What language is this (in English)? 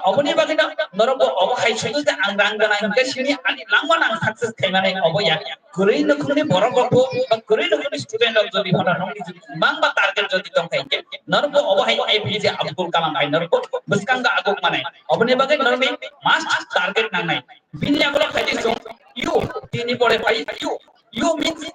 Kok Borok